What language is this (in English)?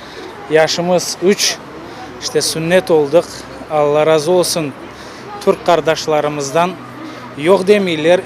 Crimean Tatar